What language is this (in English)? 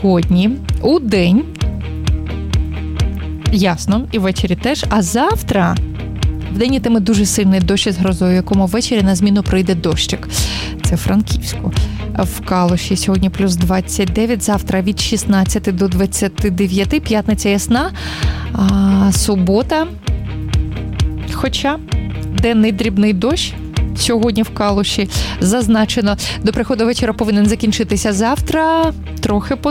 Ukrainian